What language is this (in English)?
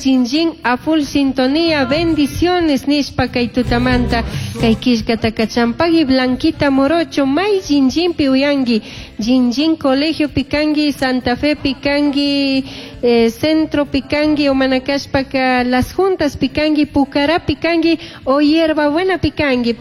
Chimborazo Highland Quichua